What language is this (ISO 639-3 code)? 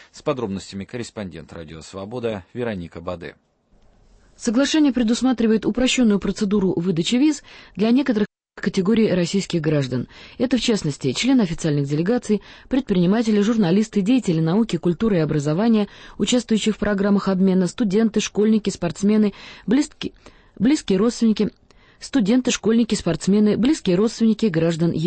rus